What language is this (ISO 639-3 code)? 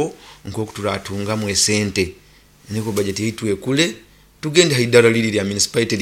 nyo